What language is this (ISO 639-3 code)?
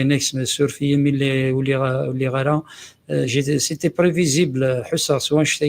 kab